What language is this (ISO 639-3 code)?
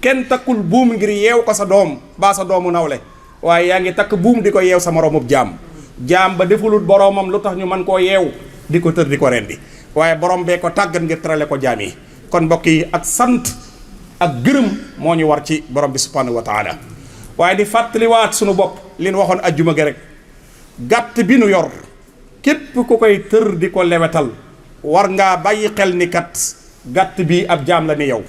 wol